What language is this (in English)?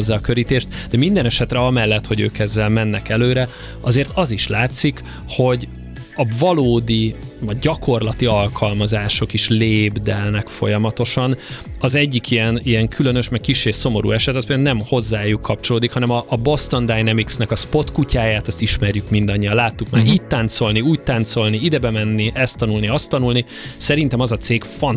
Hungarian